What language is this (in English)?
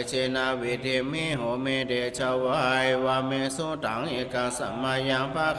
Pali